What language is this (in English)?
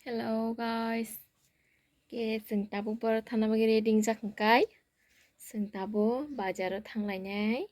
Kok Borok